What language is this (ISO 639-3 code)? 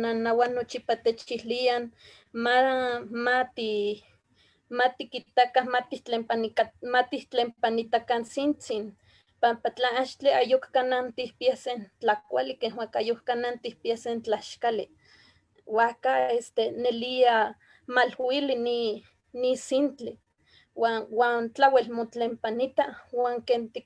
nhe